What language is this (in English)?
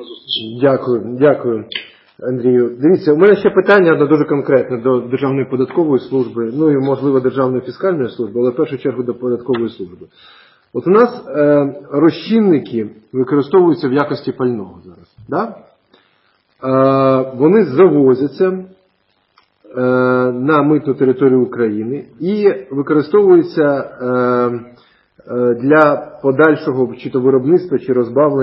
Ukrainian